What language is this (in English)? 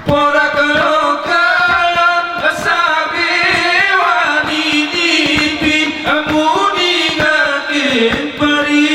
Gayo